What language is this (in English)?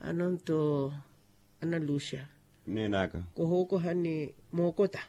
Makhuwa